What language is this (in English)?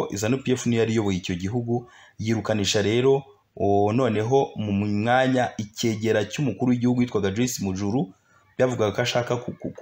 Kinyarwanda